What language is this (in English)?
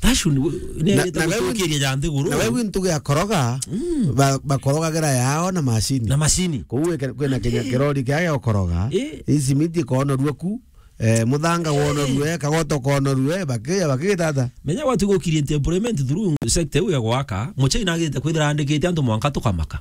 Meru